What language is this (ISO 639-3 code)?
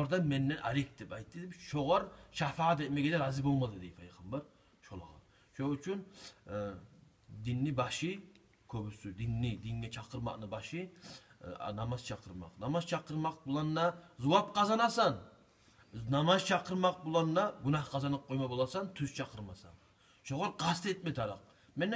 kum